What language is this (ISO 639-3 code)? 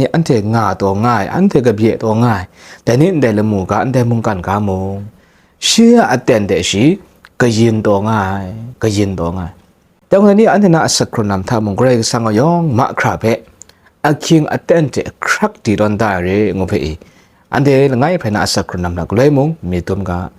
kac